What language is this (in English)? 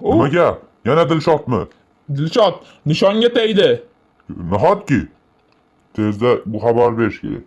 Uzbek